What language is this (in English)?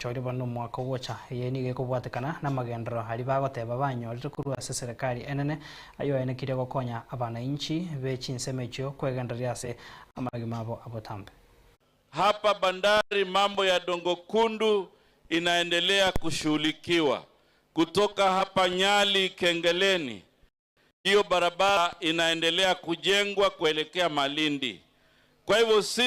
Gusii